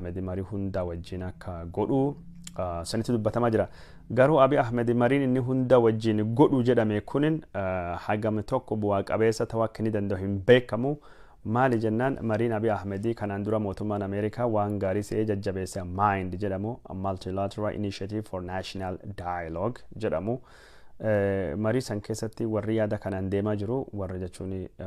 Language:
Oromo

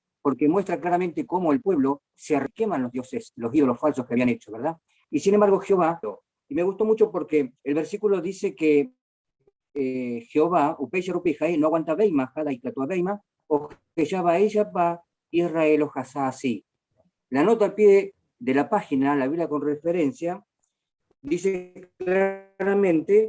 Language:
Guarani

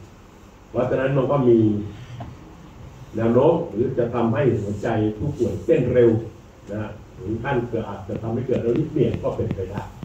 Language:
Thai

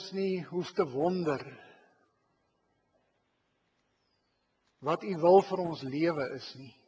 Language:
Afrikaans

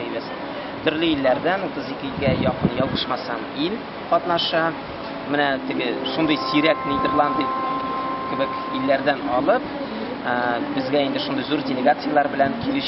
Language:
Tatar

